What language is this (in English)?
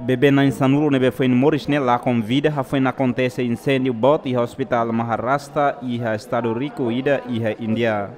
Tetum